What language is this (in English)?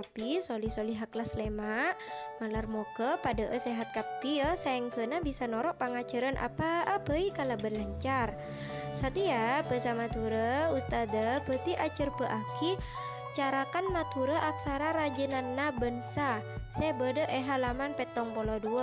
Madurese